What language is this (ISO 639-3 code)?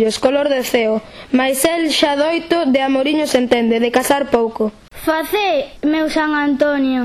glg